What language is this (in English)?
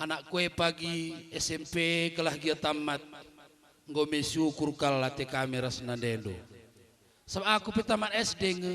Batak Karo